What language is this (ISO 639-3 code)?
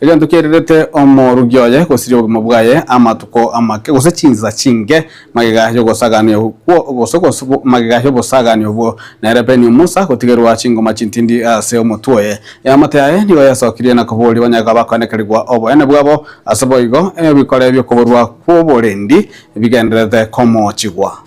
guz